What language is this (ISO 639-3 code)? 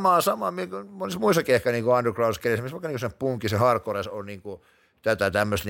fin